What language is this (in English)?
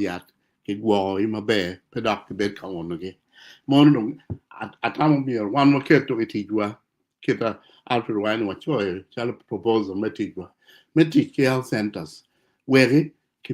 Acoli